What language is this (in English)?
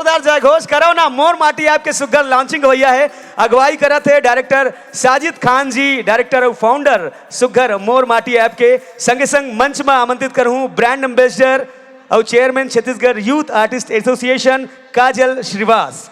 Chhattisgarhi